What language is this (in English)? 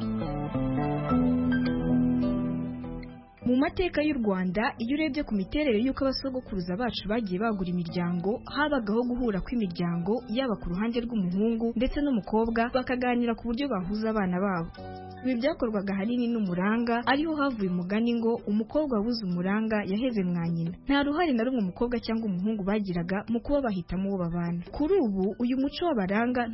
Kinyarwanda